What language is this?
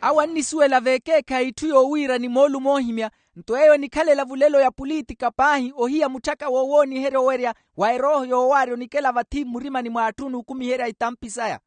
Makhuwa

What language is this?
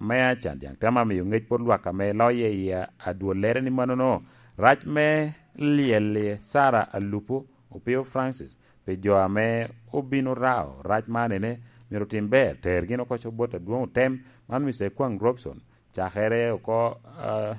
Lango (Uganda)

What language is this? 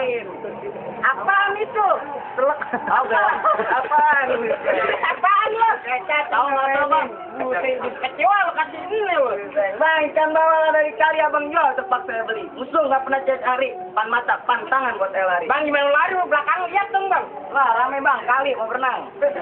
Betawi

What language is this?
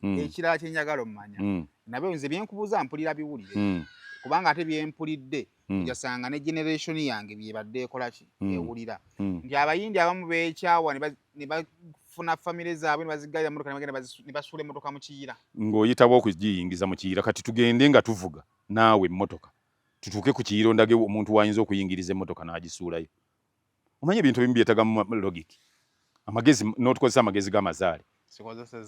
Ganda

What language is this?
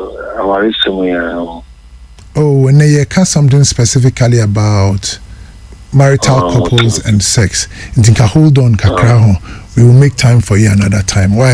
Akan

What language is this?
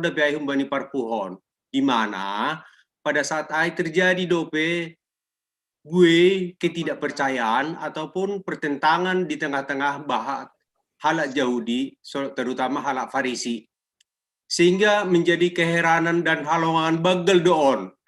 Batak Simalungun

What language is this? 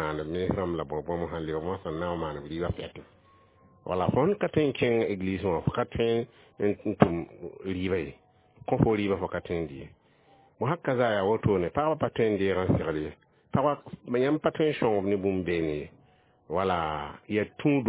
Mossi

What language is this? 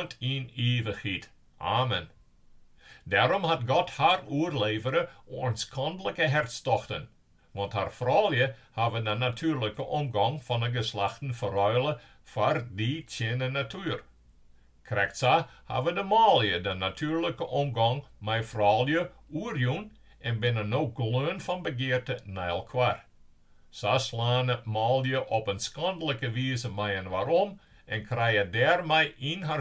Western Frisian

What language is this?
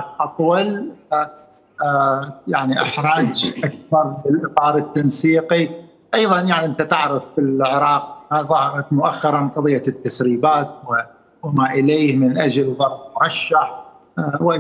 Mesopotamian Arabic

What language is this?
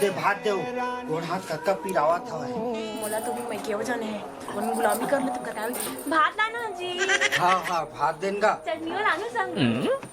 Chhattisgarhi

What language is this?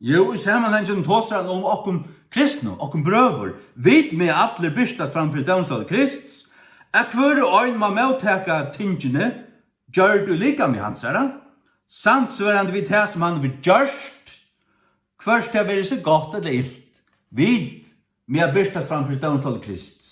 Faroese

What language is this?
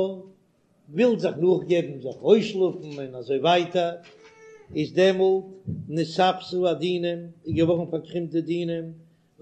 Yiddish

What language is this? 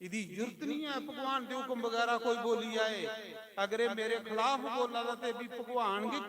Dogri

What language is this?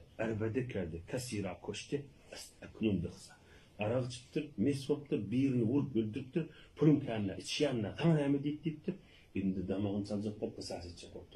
Turkmen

